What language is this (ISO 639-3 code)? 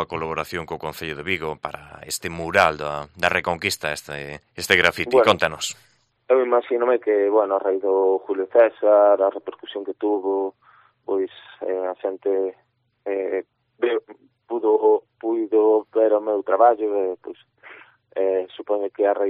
glg